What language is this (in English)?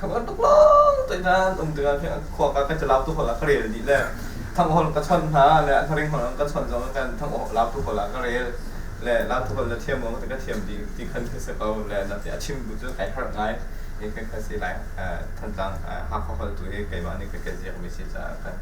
Hakha Chin